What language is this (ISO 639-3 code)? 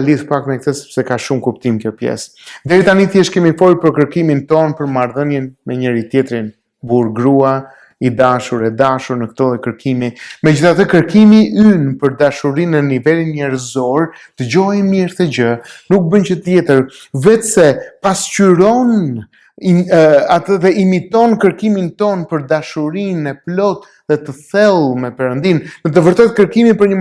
sqi